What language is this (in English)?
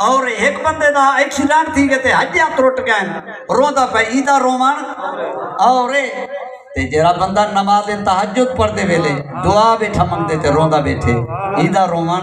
Saraiki